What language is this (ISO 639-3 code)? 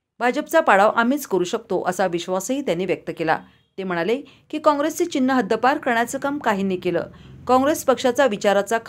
mar